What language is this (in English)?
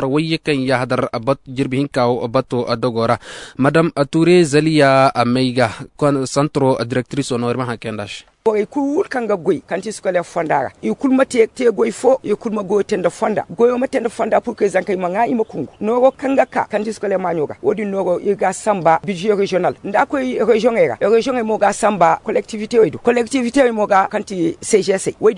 Zarma